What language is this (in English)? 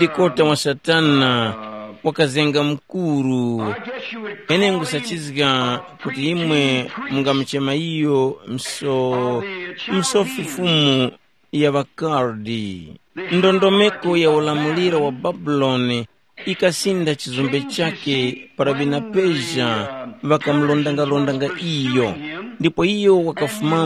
Tumbuka